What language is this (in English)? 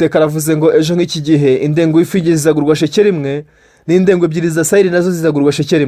Kinyarwanda